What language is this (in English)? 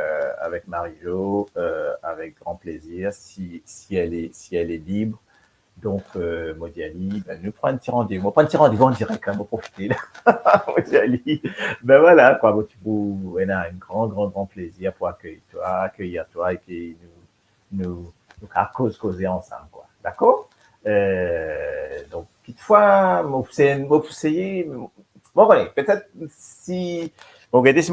Morisyen